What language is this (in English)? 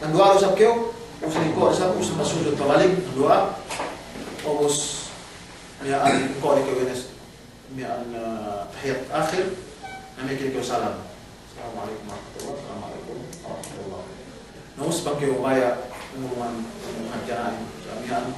Yakan